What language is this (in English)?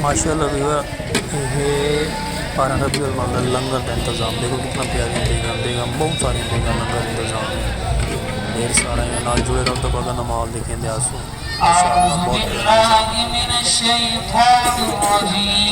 Saraiki